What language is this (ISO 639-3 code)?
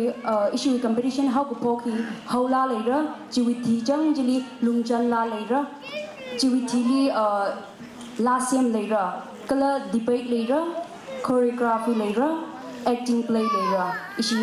nmf